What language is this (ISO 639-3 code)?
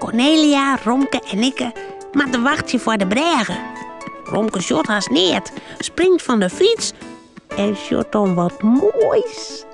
fry